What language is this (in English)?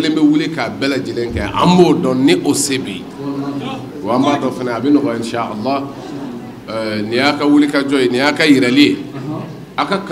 Bambara